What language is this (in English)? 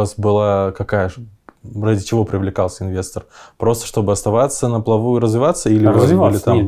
Russian